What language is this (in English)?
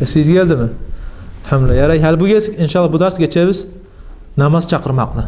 Kumyk